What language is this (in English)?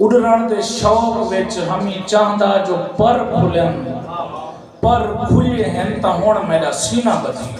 Saraiki